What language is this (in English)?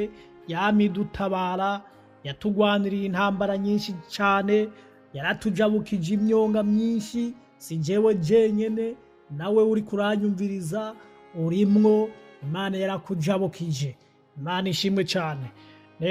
Rundi